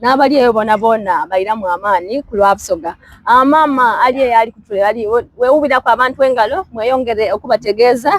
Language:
Soga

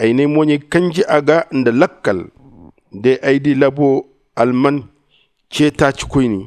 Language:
Zarma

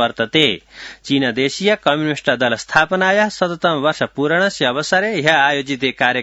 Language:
Sanskrit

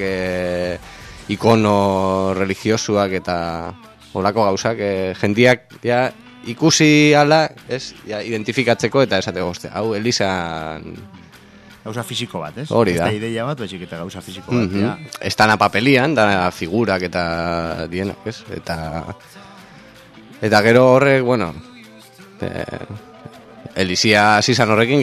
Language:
Basque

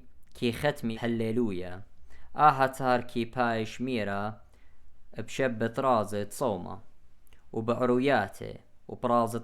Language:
Assyrian Neo-Aramaic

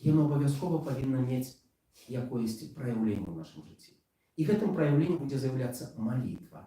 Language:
Belarusian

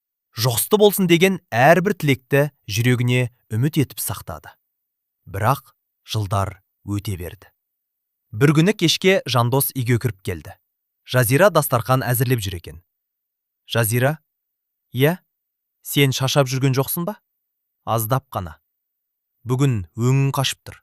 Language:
Kazakh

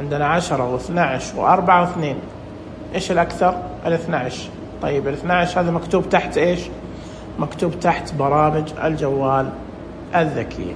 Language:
Najdi Arabic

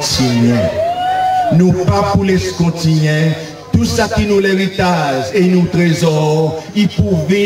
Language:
Seselwa Creole French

